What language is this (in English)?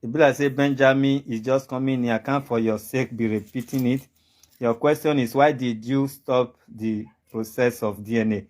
Nigerian Pidgin